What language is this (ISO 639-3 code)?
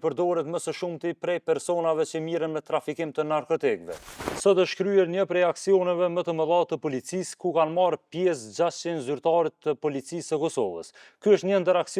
sqi